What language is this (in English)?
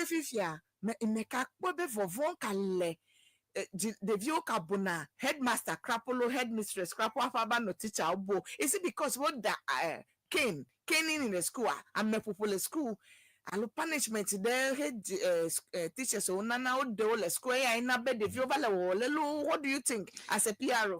Ewe